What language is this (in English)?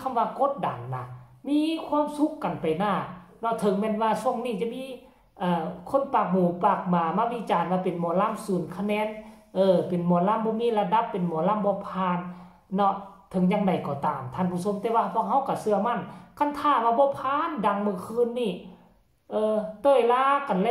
Northeastern Thai